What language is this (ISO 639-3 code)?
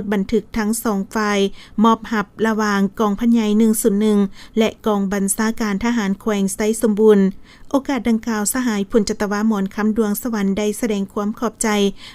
lao